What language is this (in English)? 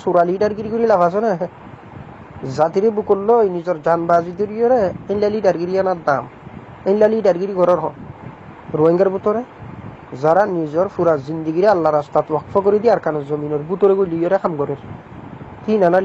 Rohingya